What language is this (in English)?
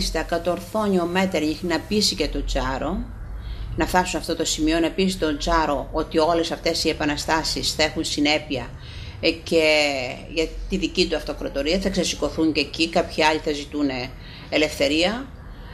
Greek